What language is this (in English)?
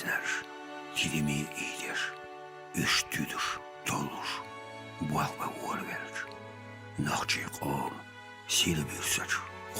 Chechen